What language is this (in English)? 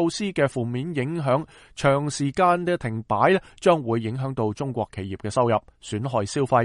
Cantonese